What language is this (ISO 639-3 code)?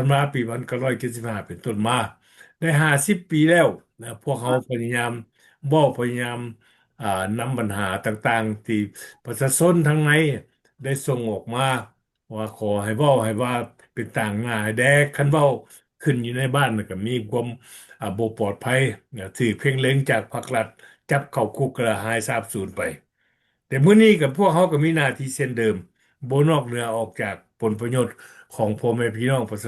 lao